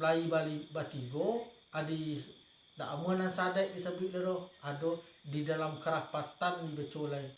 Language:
Minangkabau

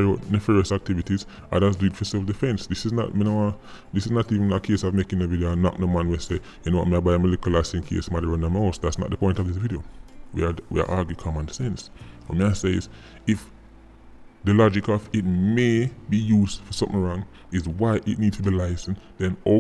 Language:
Jamaican Creole English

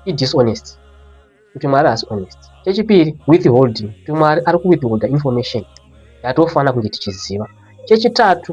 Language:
Shona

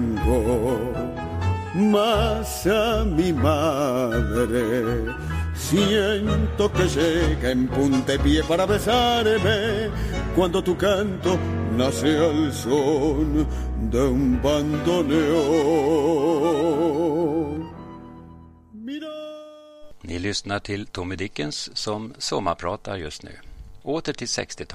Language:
Swedish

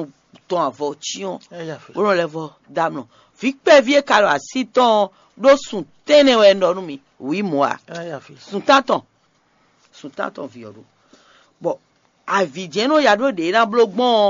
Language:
Fon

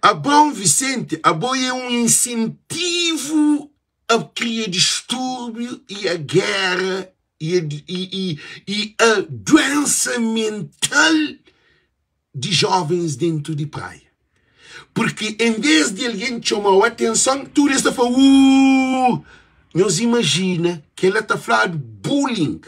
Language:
Kabuverdianu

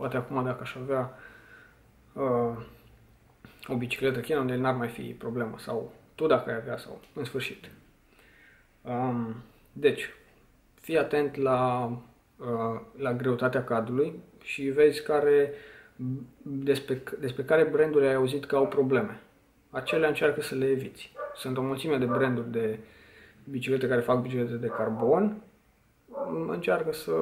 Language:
Romanian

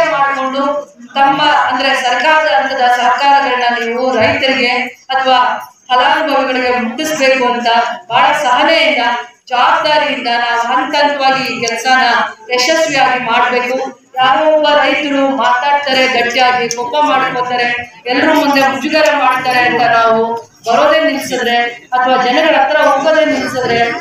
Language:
Kannada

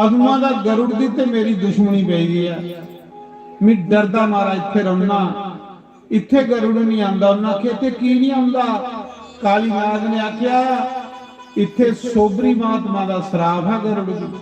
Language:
Dogri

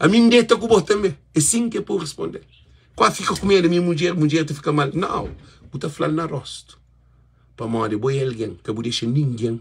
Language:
Kabuverdianu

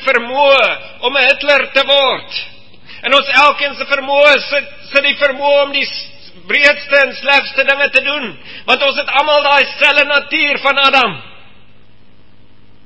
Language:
Afrikaans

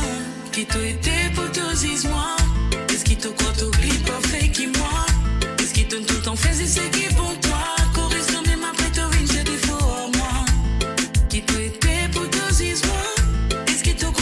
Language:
Morisyen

